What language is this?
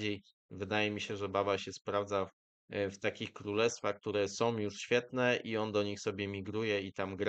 Polish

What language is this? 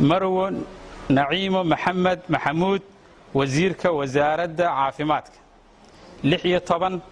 Somali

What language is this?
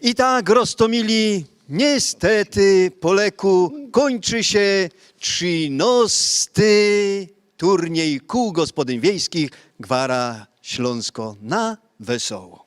Silesian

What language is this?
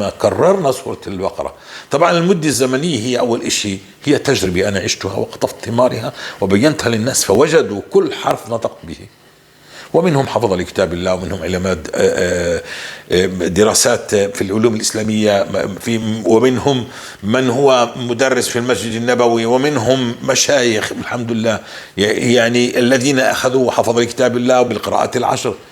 North Levantine Arabic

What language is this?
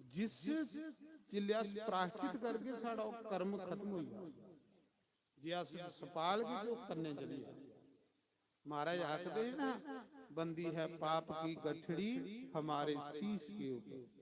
Dogri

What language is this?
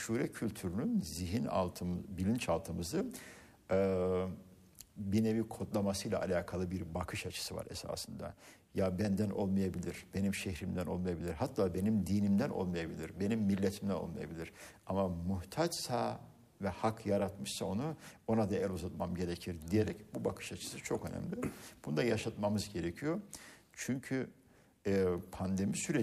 Turkish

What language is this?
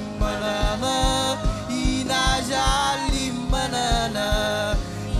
Marshallese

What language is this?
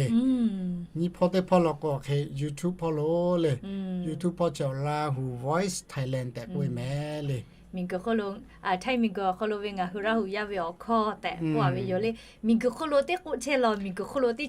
Lahu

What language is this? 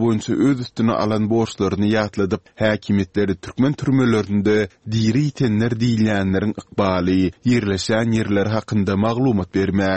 Turkmen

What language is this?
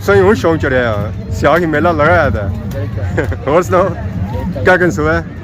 Pahari-Potwari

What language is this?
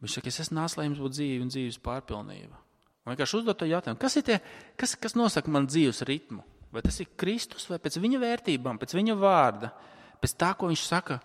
Latvian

